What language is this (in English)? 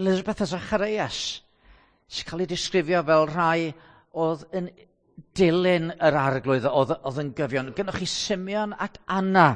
Welsh